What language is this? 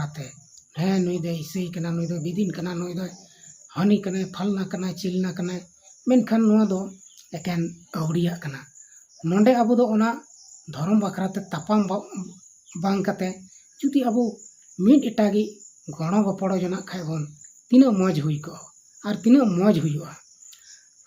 Santali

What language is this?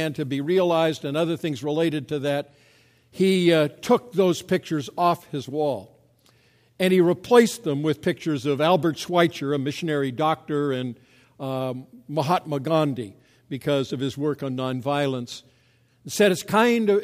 English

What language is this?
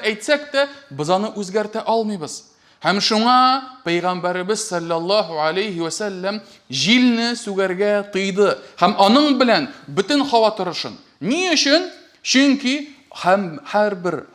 Tatar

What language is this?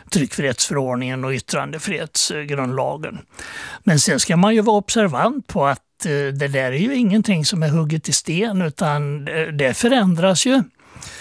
Swedish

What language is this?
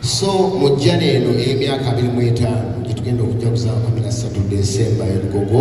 Ganda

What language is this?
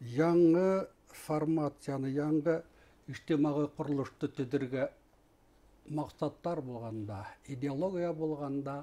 Bashkir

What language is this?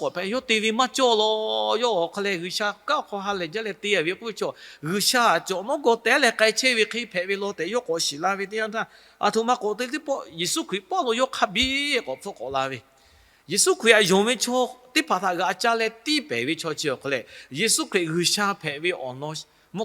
Lahu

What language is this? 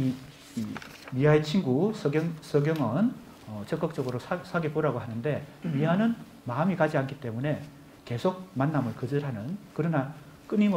Korean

